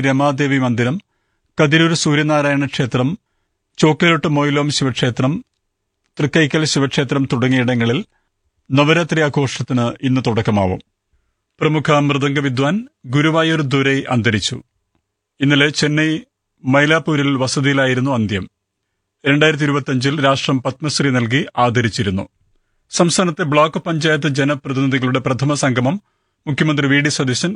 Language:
Malayalam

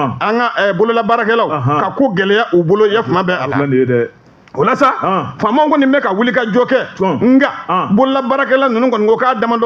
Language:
Bambara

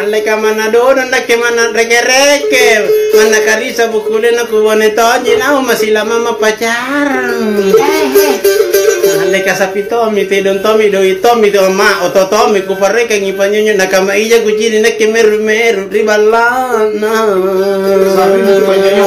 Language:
Makasar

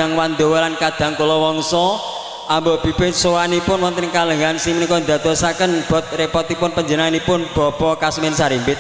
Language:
Javanese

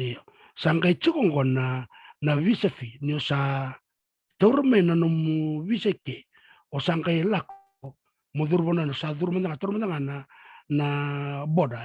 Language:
Fijian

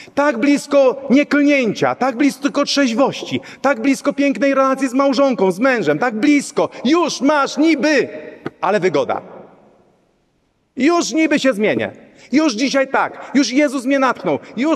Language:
Polish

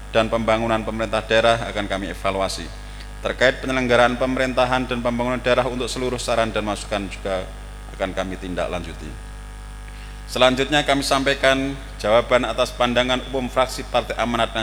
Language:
Indonesian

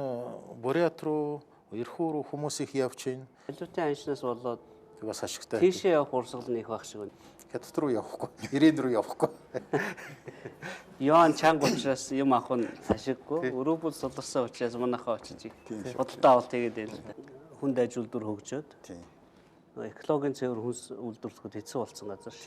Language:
Mongolian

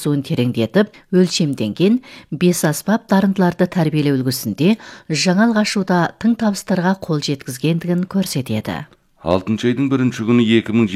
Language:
Kazakh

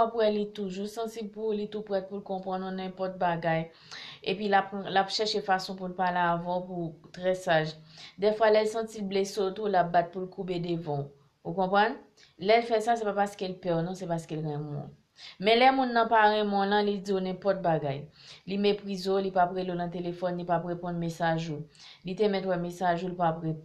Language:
Haitian Creole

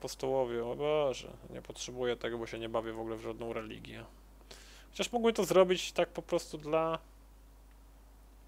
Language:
Polish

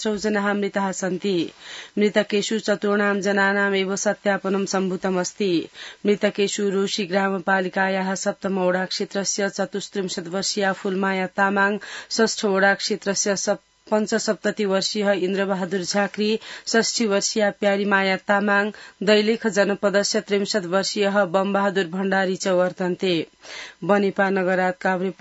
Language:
Sanskrit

